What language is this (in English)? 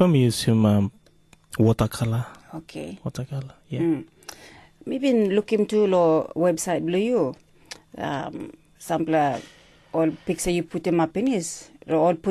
Tok Pisin